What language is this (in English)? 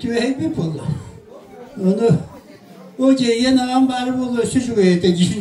Yakut